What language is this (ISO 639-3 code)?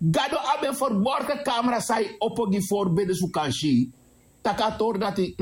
srn